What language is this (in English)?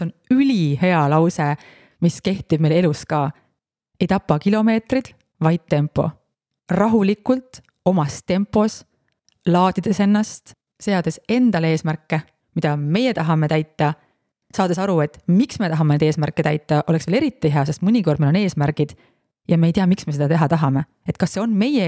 Estonian